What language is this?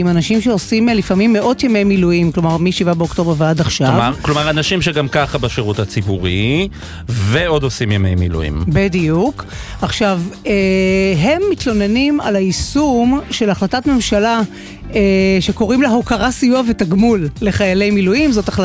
Hebrew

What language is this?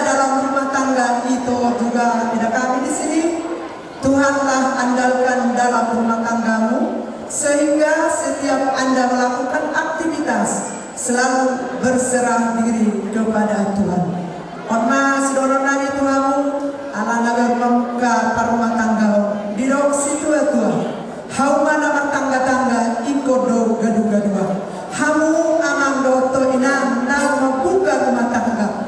Batak Toba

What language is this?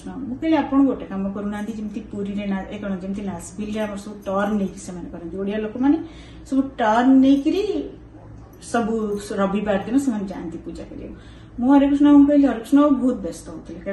Odia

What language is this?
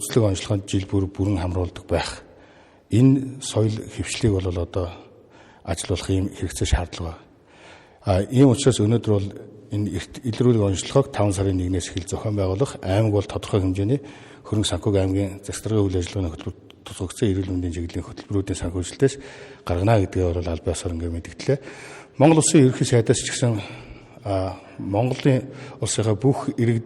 Mongolian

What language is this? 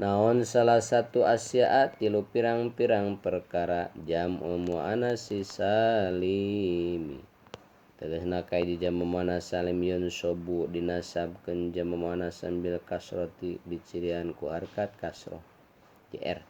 Sundanese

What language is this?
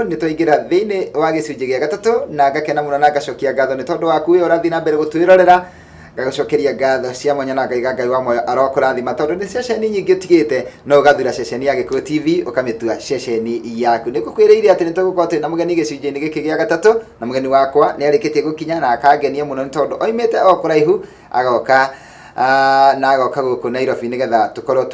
Kikuyu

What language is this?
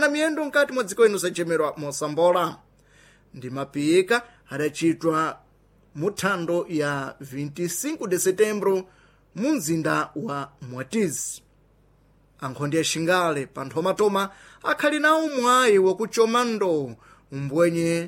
Sena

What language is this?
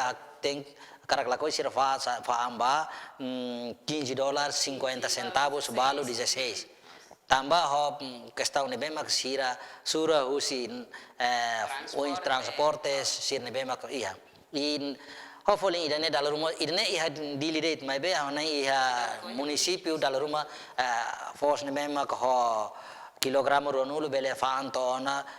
Tetum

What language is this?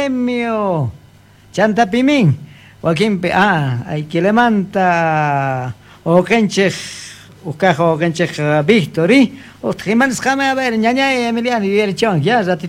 Quechua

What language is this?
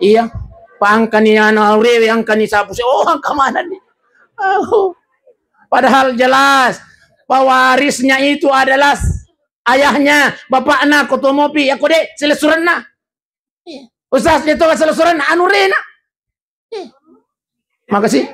Buginese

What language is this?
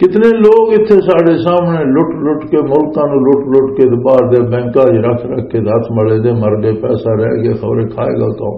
Western Panjabi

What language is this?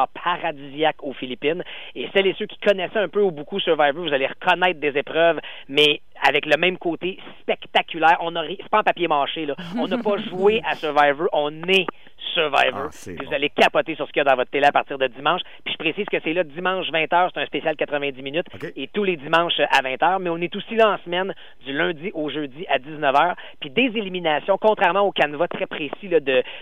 French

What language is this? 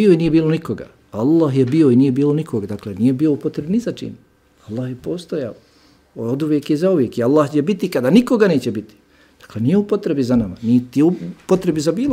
Bosnian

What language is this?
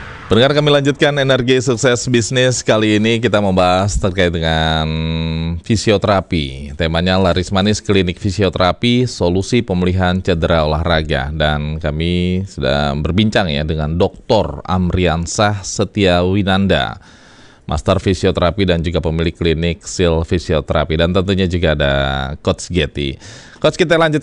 Indonesian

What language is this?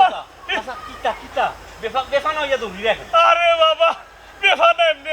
Sylheti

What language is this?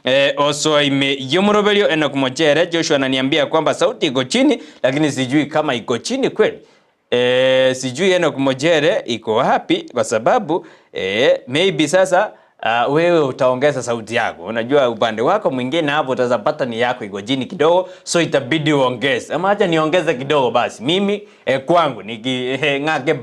Gusii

